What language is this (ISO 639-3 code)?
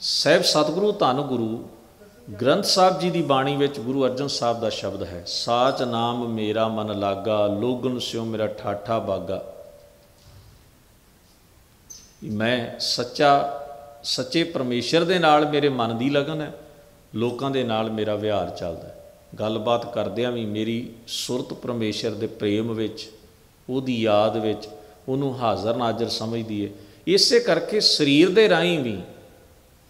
pan